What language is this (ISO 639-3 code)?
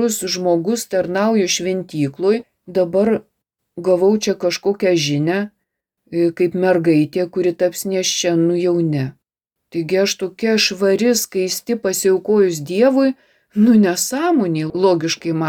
lit